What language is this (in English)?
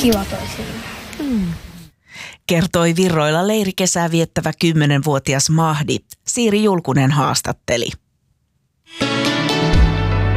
Finnish